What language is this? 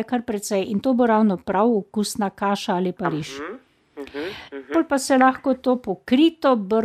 Slovenian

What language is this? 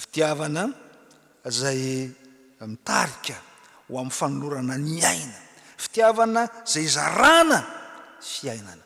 Malagasy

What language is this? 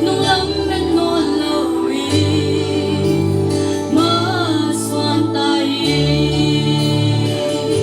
Paite Chin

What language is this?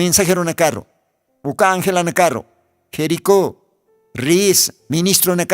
Aymara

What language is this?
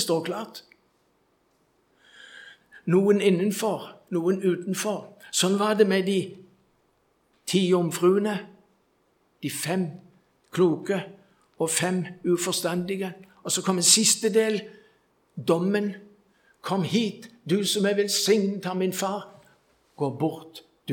Norwegian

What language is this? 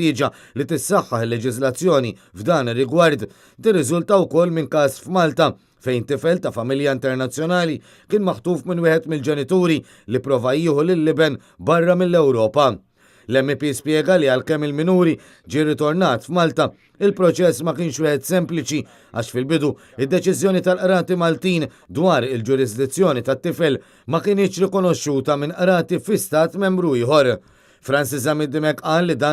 Maltese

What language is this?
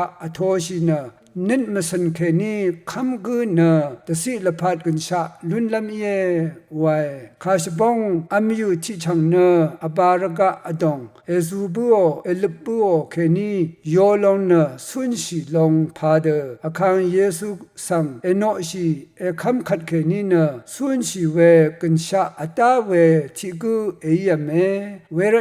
Rawang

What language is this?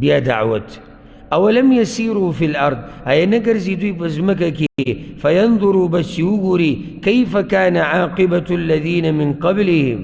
Pashto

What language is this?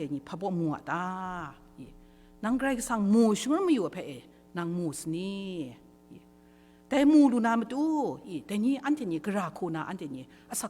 Kachin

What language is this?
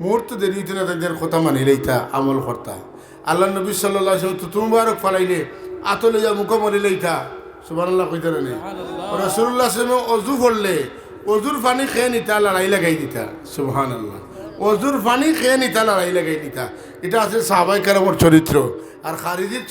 Sylheti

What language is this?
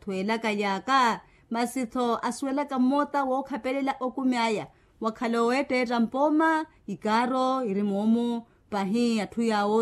Makhuwa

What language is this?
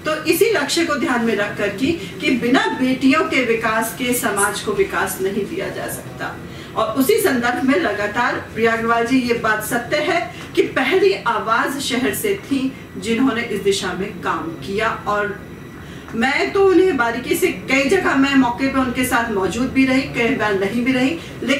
Hindi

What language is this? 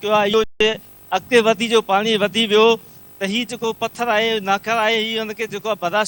Sindhi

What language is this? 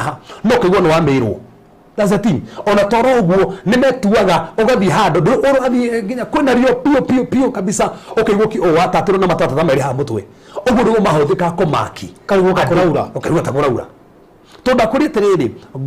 Kikuyu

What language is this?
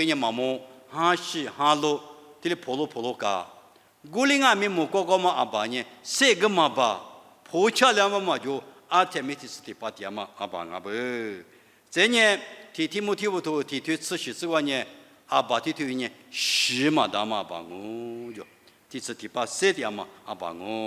Lisu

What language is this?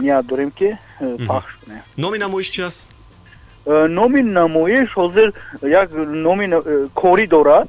Tajik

